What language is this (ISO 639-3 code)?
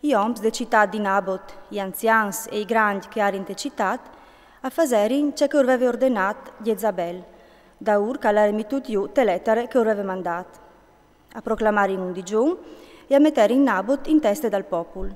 fur